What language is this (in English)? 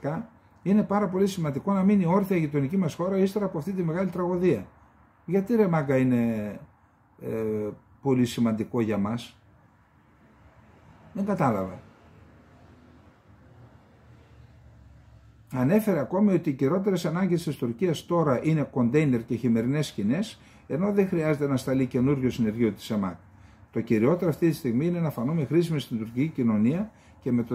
Greek